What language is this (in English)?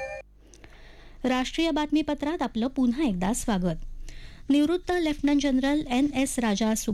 Marathi